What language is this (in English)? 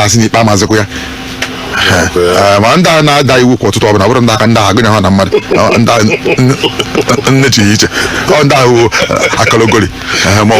Igbo